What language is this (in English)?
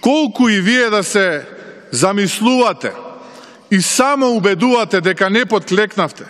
Macedonian